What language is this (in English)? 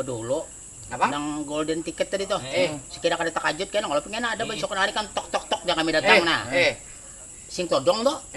Banjar